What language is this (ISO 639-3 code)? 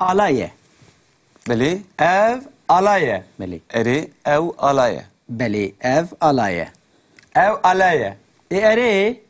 kur